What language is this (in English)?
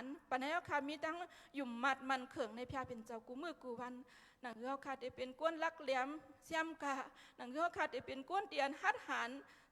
Shan